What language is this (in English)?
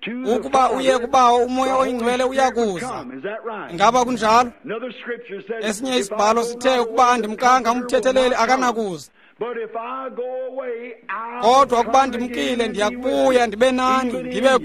Xhosa